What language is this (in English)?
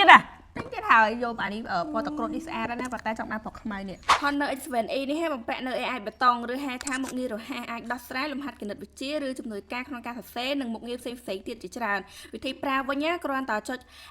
Khmer